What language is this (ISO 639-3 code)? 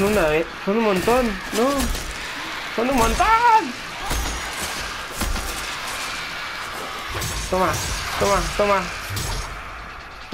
spa